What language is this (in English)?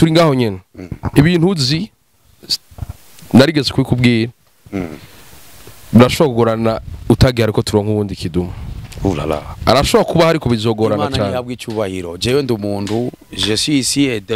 Rundi